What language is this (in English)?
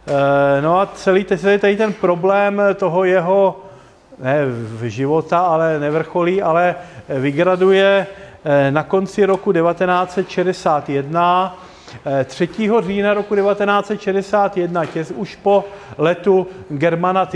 Czech